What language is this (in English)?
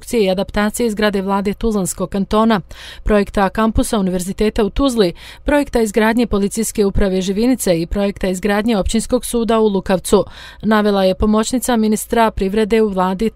Bosnian